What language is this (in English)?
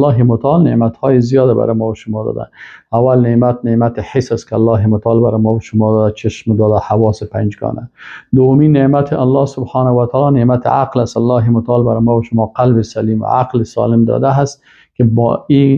Persian